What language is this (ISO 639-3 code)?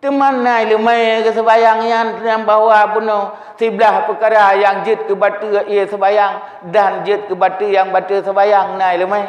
ace